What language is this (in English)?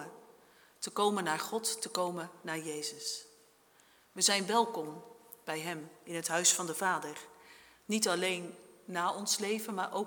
Dutch